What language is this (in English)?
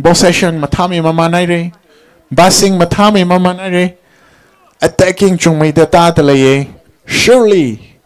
Tangkhul Naga (India)